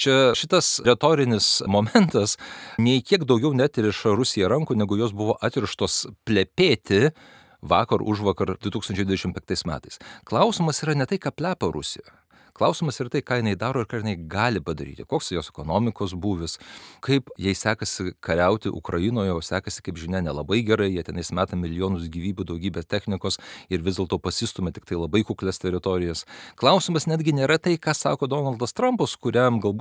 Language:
Lithuanian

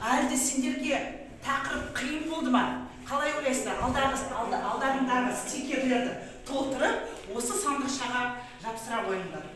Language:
Kazakh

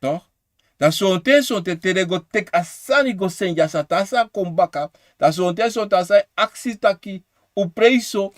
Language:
Sranan Tongo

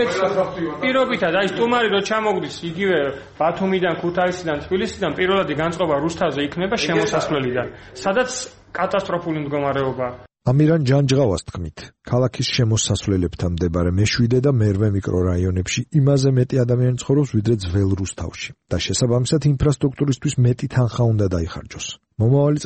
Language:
Georgian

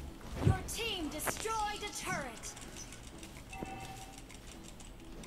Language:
Malay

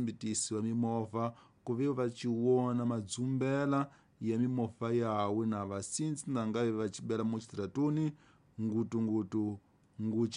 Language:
Tsonga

